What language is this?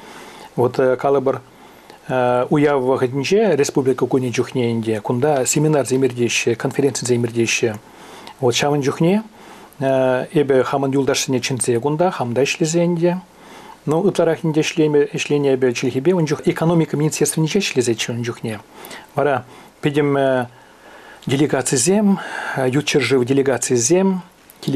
Chuvash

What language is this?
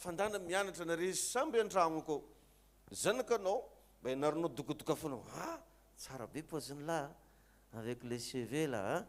Malagasy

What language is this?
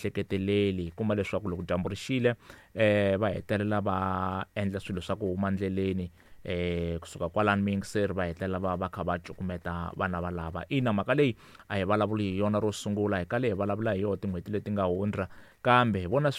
Tsonga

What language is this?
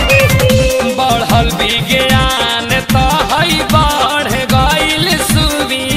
Bhojpuri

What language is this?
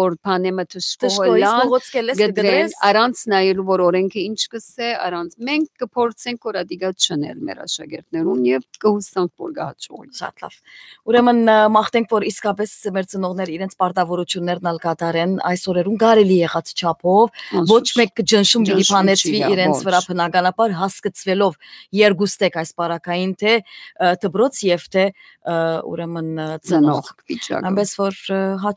Western Armenian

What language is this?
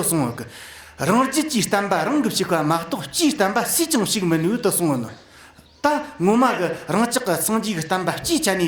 Tibetan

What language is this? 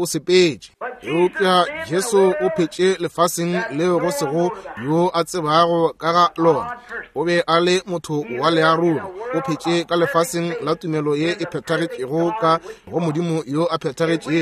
Northern Sotho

